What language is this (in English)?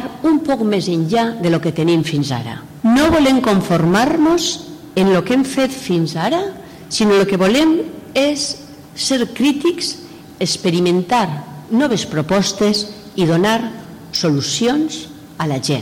Catalan